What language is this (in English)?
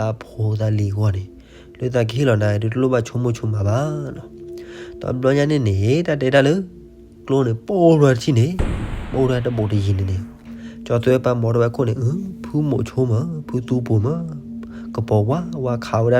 S'gaw Karen